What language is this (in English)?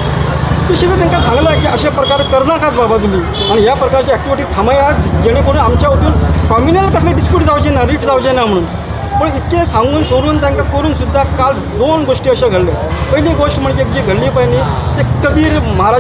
Konkani